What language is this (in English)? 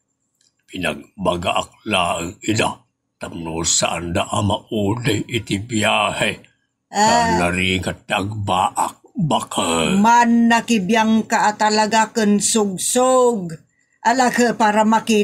Iloko